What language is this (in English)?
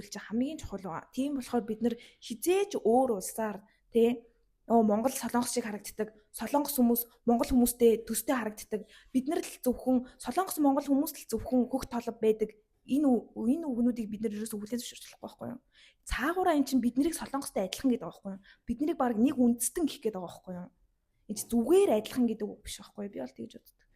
Mongolian